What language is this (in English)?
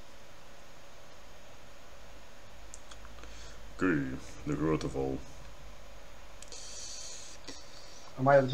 Dutch